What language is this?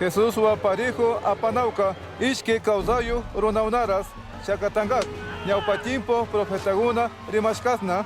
Chimborazo Highland Quichua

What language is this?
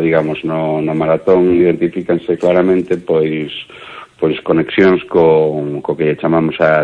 Galician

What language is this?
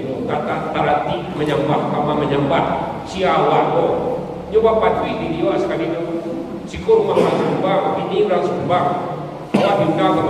Minangkabau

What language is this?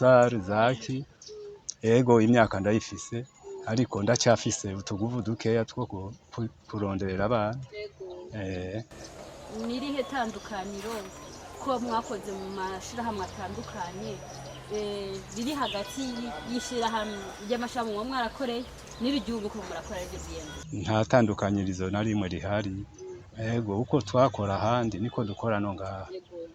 Rundi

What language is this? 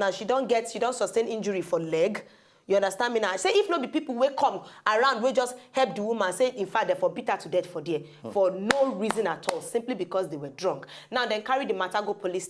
Nigerian Pidgin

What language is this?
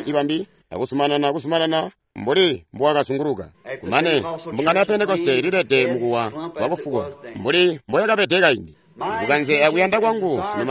Tonga (Zambia)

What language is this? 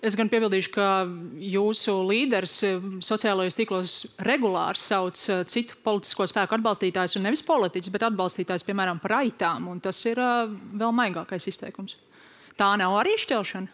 Latvian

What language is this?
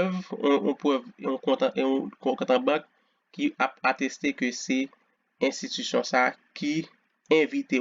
Haitian Creole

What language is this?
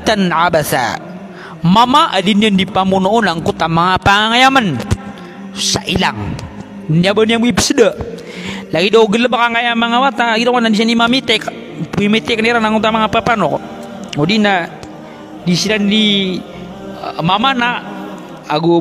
Maranao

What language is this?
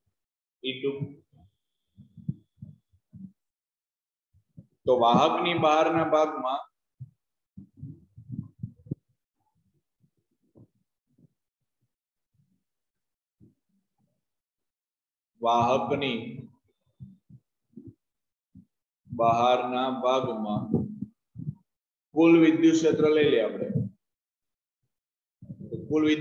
Gujarati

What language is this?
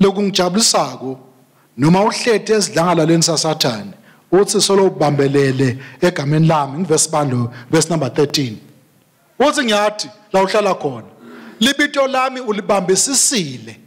Swati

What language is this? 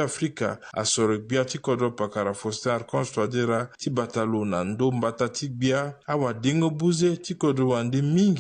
Sango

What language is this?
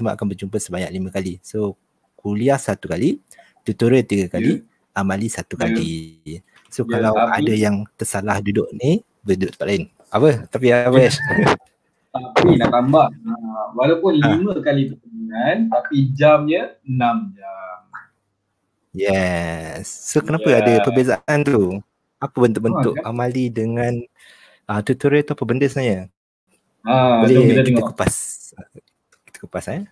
Malay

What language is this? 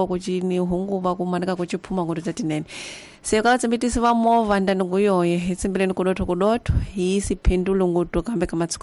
Tsonga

